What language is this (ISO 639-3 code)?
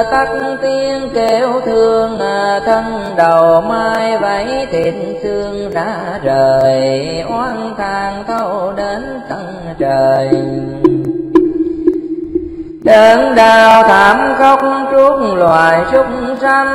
vie